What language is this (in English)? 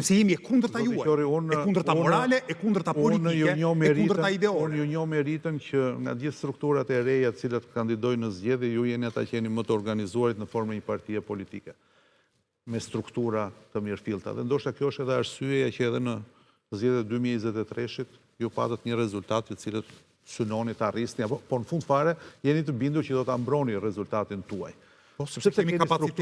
Albanian